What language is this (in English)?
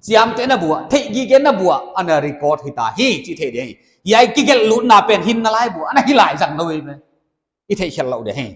Paite Chin